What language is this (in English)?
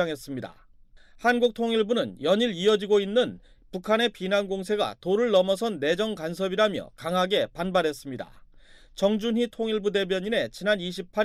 Korean